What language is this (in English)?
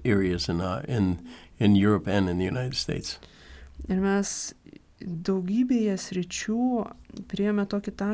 Lithuanian